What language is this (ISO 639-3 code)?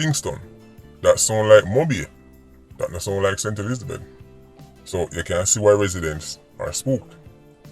jam